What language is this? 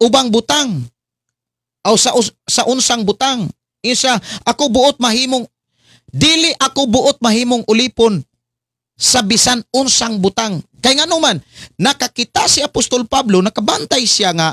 Cebuano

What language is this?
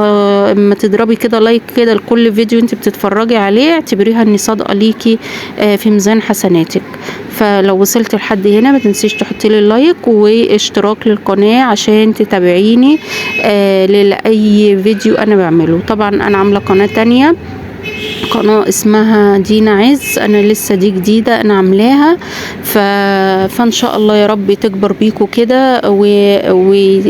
Egyptian Arabic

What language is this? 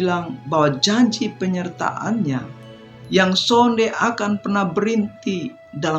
Kupang Malay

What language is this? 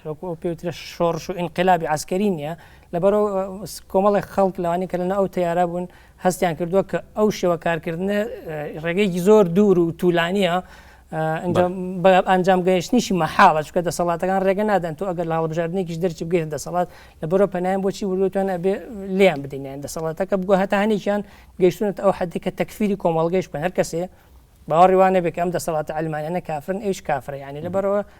Central Kurdish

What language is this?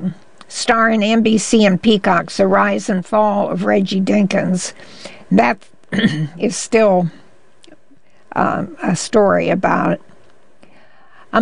English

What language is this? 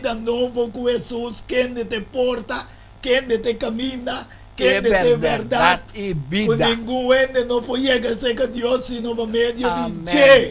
Papiamento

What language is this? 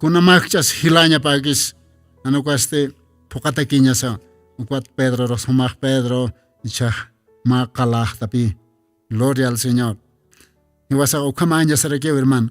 Aymara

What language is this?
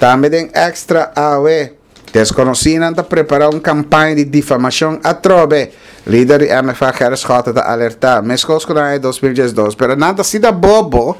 Papiamento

